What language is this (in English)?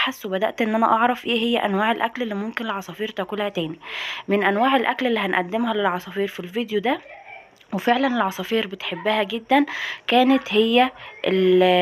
Egyptian Arabic